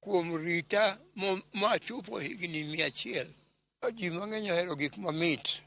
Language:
Luo (Kenya and Tanzania)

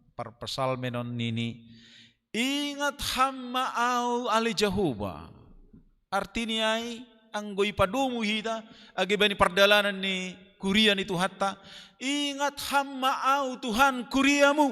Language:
Batak Simalungun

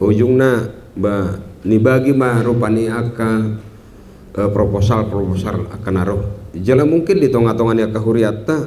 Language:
Batak Toba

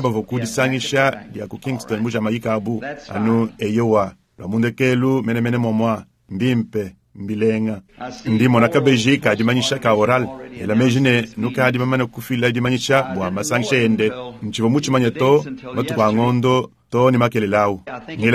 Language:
Luba-Lulua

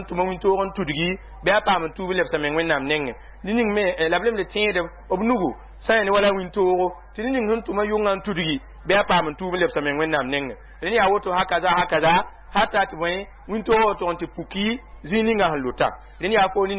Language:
Mossi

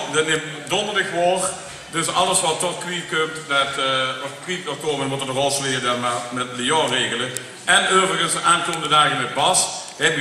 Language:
Limburgish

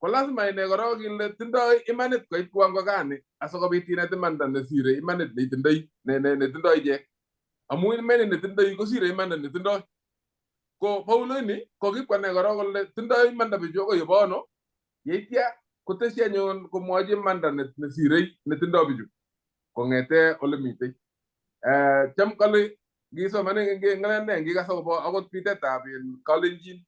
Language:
Kalenjin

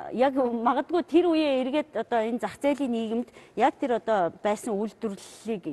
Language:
Mongolian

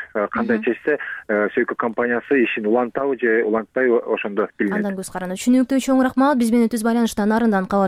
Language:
Kyrgyz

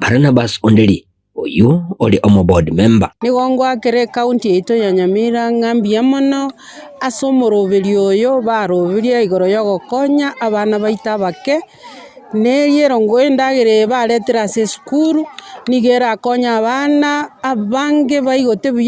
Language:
Gusii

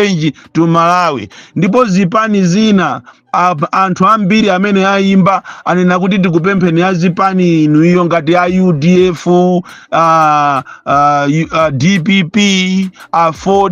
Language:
Nyanja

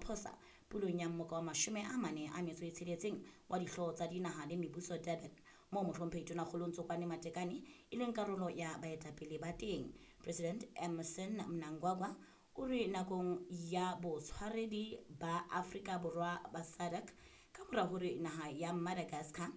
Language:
Southern Sotho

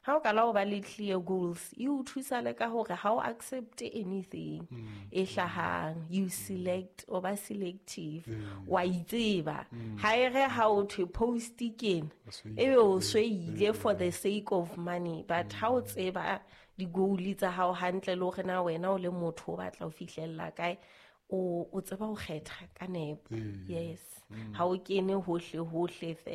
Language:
Southern Sotho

